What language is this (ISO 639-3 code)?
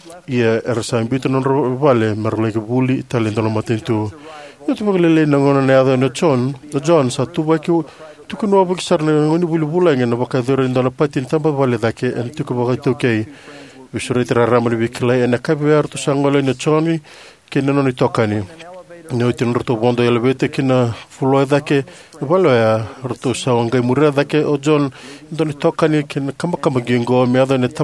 fij